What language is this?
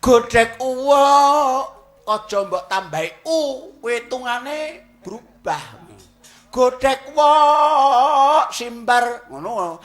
Javanese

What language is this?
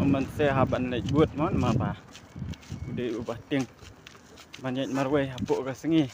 Khasi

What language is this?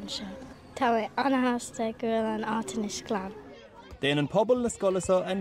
Irish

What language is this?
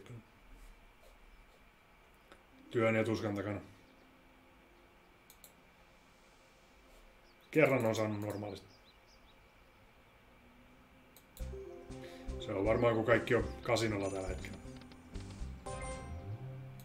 Finnish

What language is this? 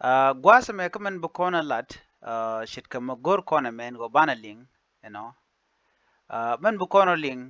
Nuer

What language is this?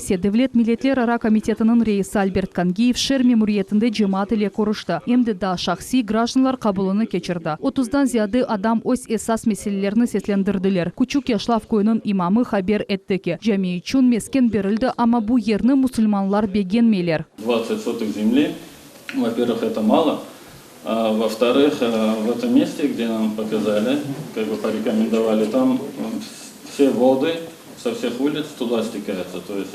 Crimean Tatar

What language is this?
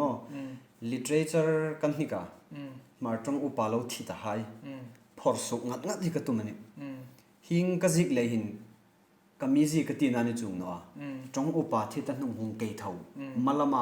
Hmar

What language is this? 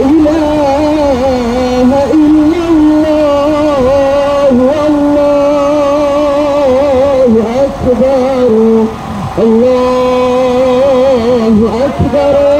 Batak Mandailing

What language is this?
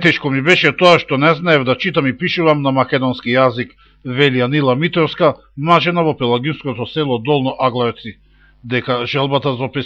Macedonian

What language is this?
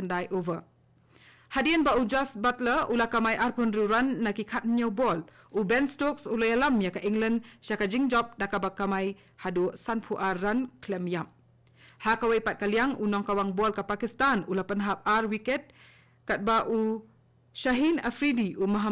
Khasi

